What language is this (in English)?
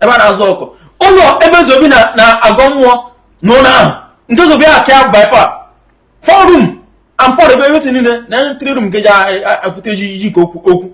Igbo